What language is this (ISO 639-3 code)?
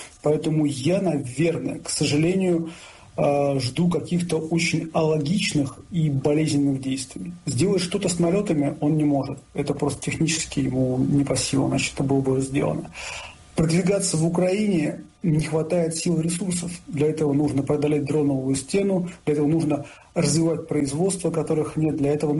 rus